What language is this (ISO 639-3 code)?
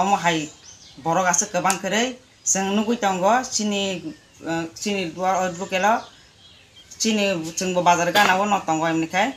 trp